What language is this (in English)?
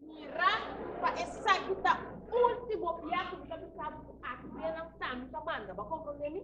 Papiamento